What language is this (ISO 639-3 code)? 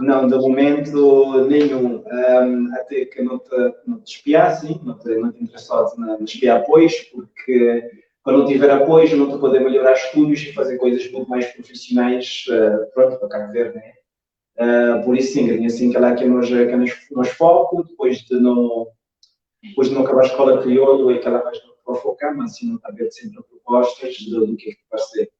kea